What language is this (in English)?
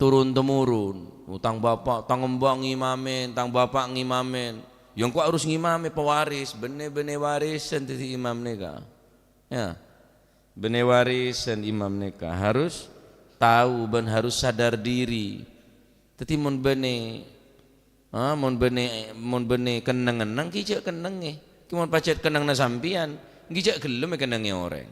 Madurese